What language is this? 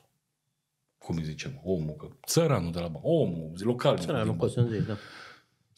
Romanian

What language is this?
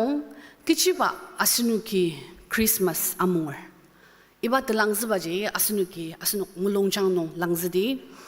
Ao Naga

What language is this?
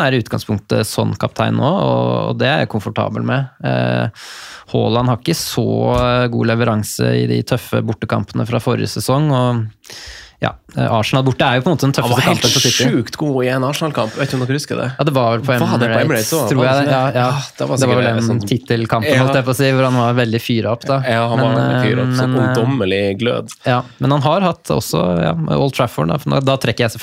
Norwegian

